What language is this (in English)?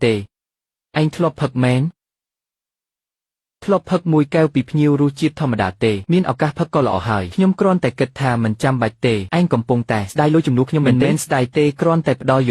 Khmer